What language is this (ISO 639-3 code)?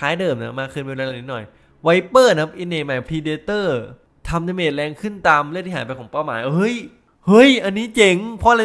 tha